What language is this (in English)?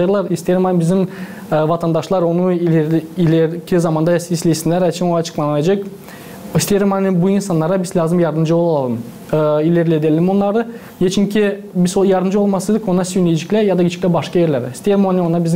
Gagauz